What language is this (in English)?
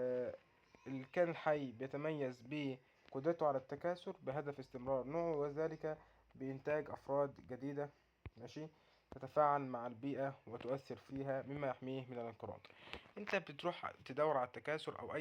Egyptian Arabic